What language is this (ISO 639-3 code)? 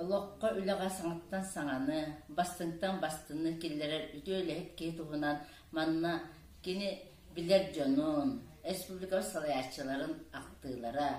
sah